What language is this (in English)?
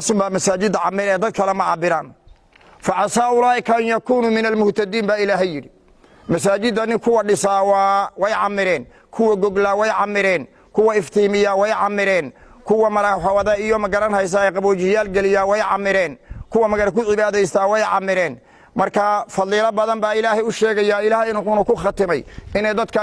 Somali